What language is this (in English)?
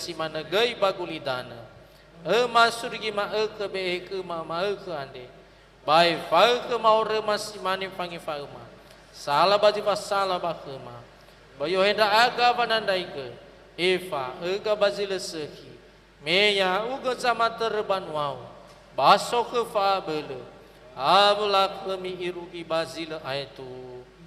Nias